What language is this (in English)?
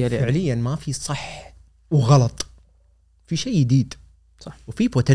Gulf Arabic